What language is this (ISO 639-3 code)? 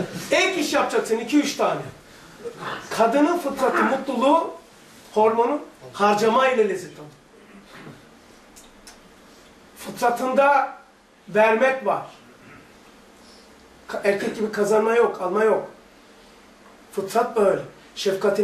tur